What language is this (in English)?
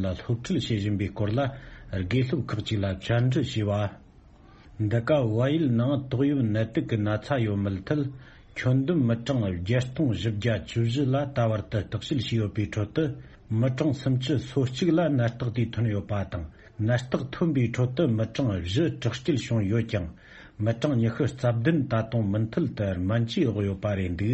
Tibetan